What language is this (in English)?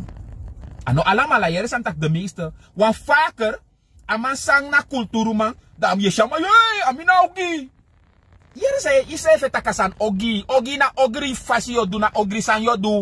Sranan Tongo